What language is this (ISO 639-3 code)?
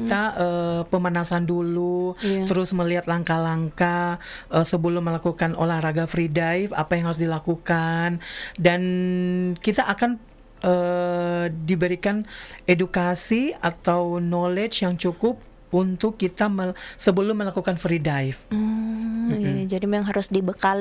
ind